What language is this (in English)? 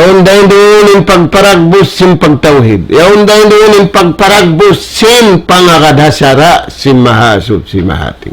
Tausug